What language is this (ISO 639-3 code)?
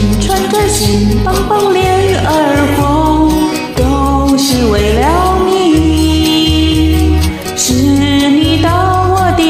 zho